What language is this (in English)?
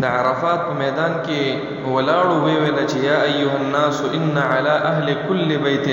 Pashto